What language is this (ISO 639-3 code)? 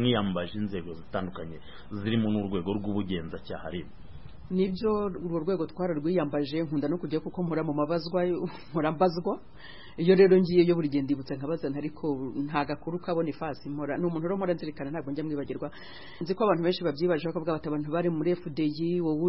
kin